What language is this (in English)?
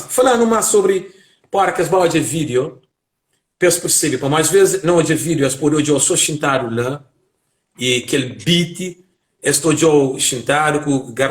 Kabuverdianu